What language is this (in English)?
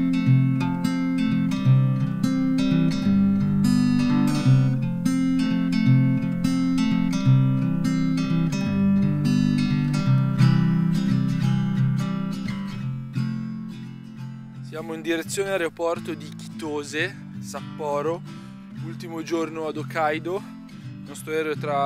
Italian